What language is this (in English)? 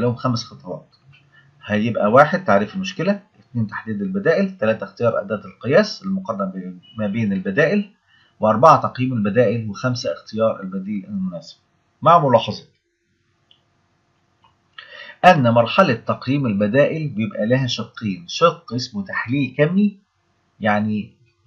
Egyptian Arabic